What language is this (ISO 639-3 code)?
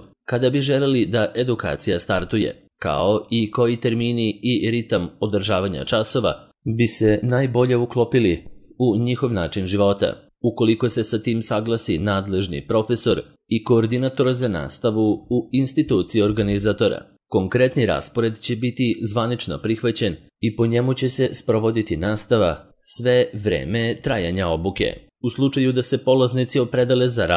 srp